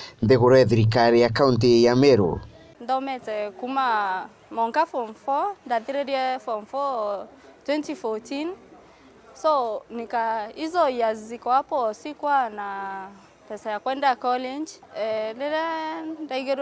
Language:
Meru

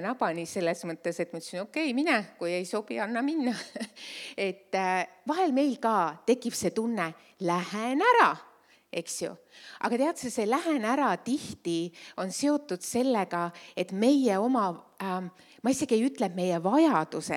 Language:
Estonian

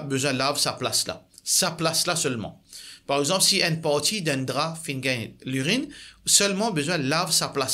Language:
Morisyen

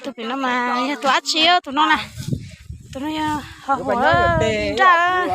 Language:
Hmong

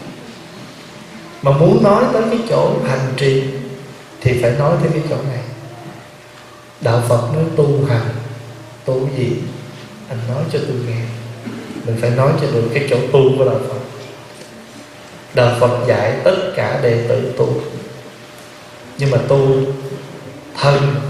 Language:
Vietnamese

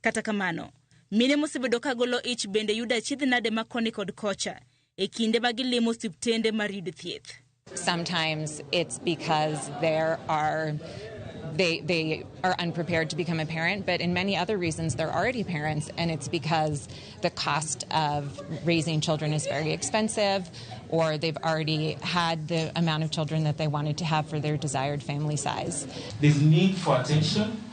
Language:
Luo (Kenya and Tanzania)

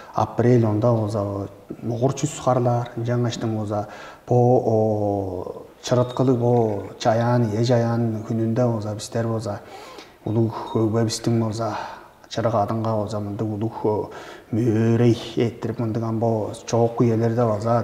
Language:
Tuvinian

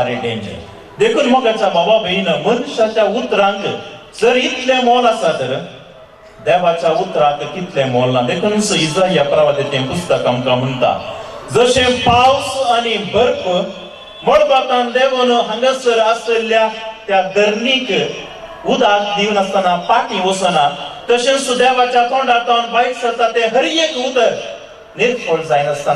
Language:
Konkani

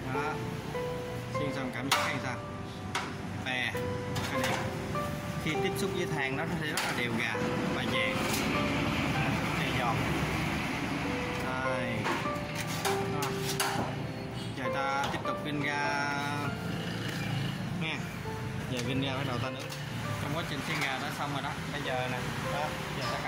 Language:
Vietnamese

